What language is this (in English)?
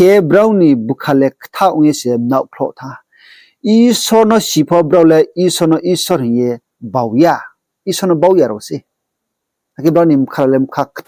Riang (India)